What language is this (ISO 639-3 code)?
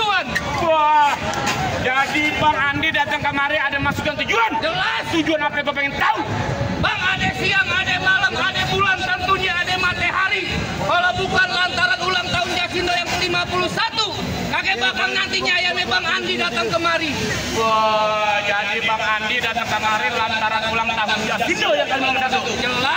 bew